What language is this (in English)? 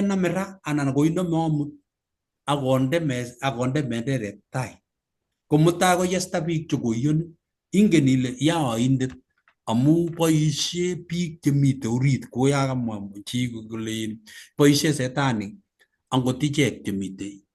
Kalenjin